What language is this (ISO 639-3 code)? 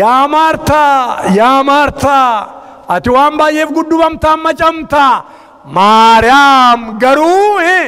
orm